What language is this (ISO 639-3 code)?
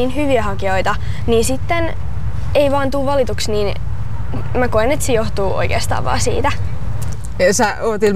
fin